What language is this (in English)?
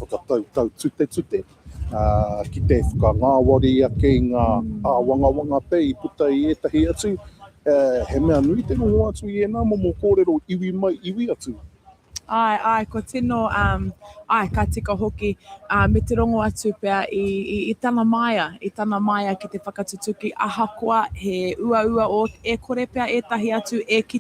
Māori